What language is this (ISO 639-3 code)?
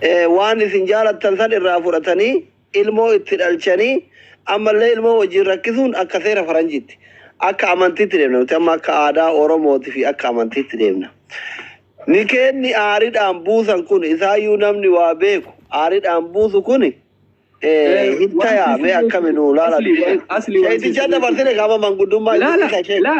orm